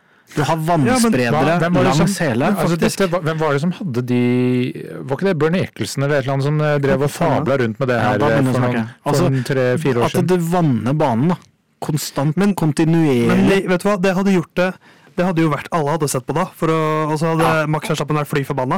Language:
Norwegian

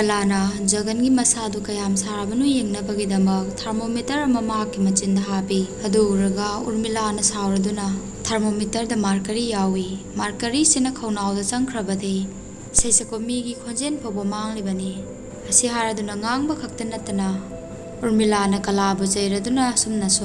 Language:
Manipuri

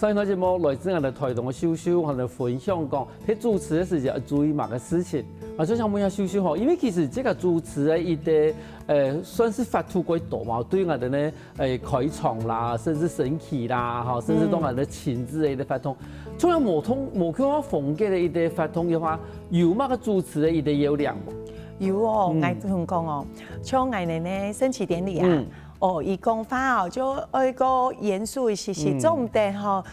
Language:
Hakka Chinese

